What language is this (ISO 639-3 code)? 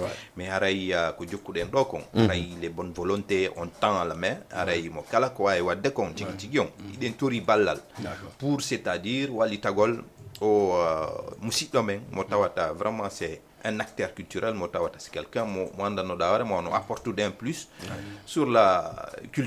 ful